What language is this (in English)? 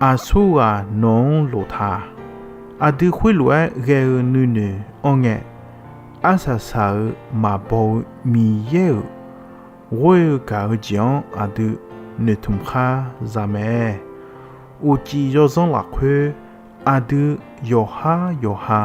Akha